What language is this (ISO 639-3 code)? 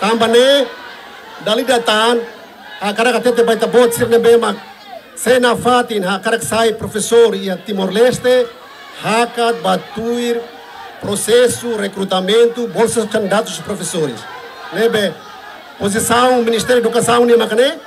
tet